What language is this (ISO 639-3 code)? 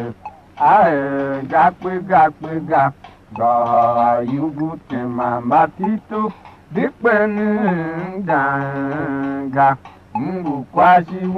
tiv